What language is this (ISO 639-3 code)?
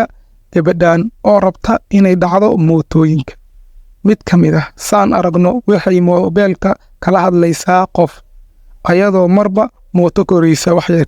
som